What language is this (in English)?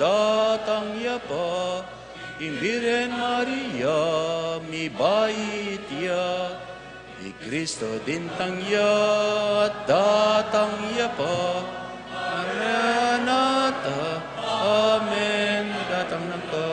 Pampanga